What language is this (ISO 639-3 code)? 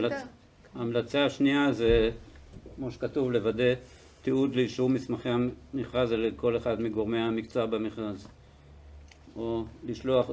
heb